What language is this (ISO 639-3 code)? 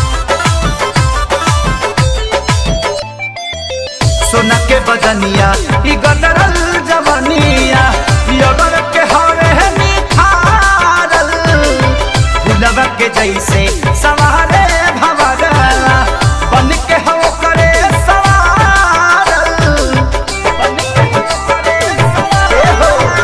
bho